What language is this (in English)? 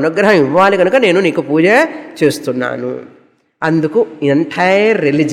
Telugu